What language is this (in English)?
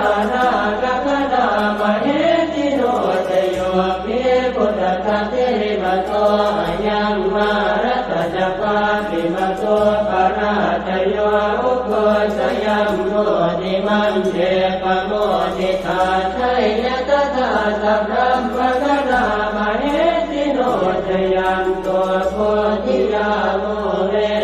Pali